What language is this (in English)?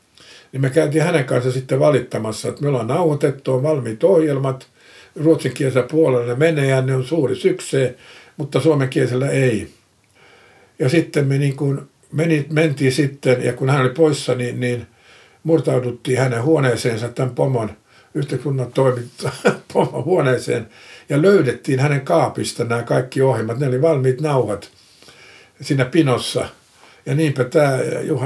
Finnish